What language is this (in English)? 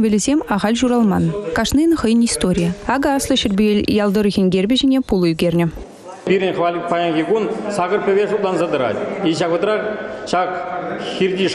Chuvash